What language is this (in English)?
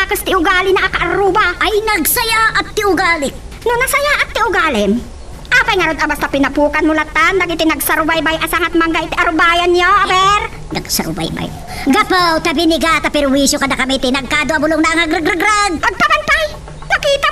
Iloko